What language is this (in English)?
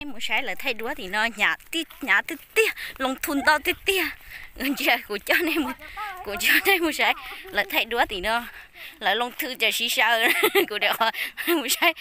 Hmong